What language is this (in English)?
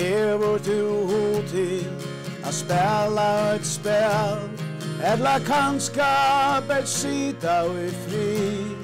Faroese